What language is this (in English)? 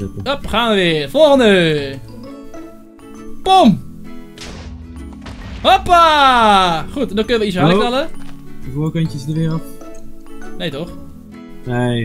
Dutch